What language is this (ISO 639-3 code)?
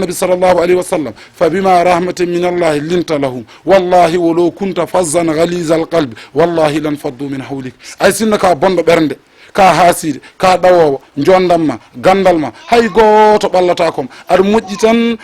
ful